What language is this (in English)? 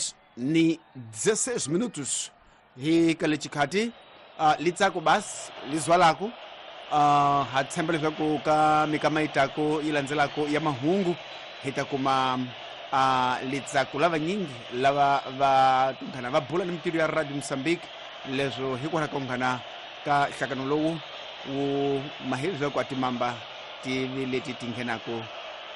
Tsonga